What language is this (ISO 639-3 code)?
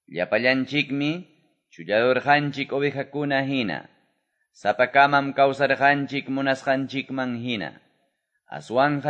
que